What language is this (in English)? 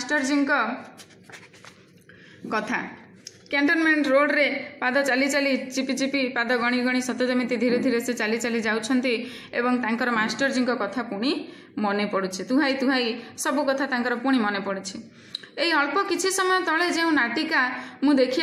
Odia